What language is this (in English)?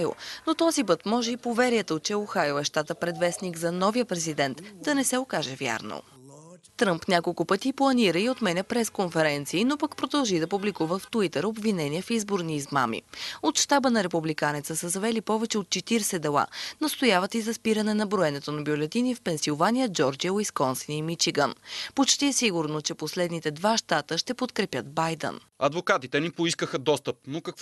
Bulgarian